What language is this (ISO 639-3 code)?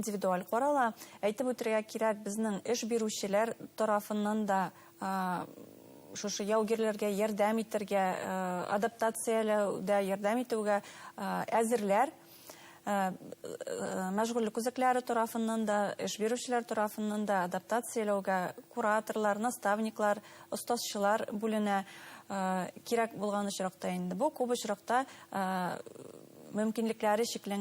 bak